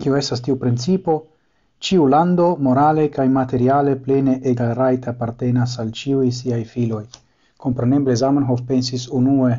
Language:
Esperanto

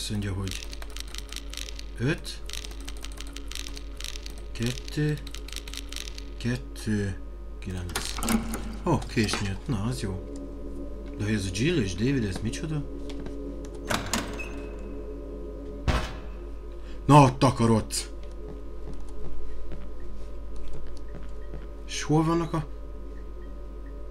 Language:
Hungarian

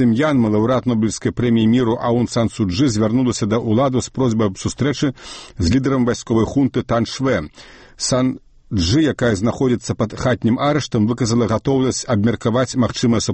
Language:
Belarusian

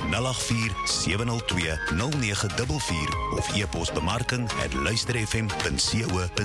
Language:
Afrikaans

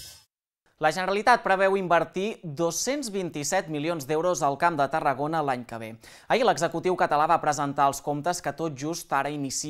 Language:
Catalan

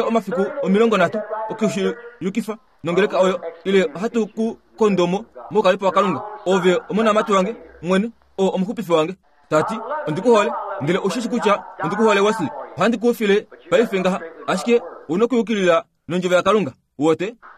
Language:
Kuanyama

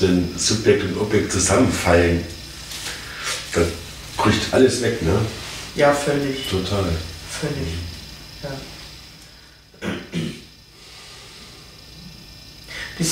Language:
German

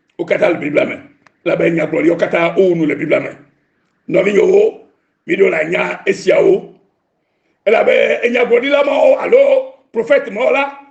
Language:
Ewe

